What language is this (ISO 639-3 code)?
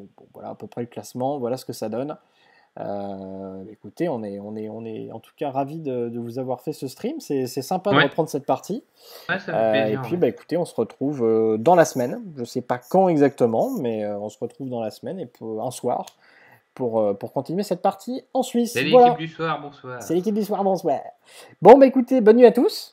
fra